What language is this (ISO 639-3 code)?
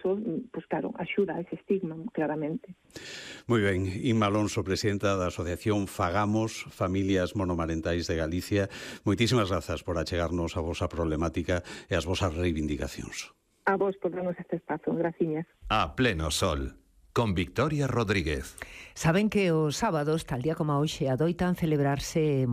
glg